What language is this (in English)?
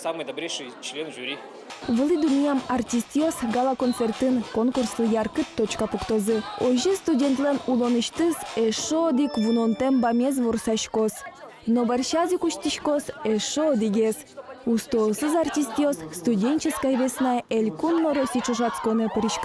Udmurt